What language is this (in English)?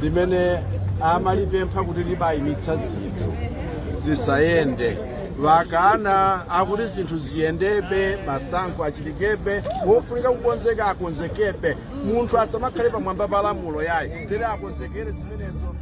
Nyanja